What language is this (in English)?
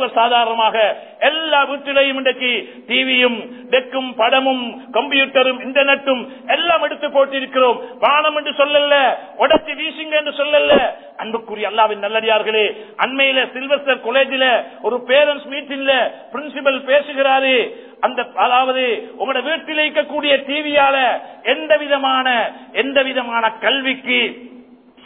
Tamil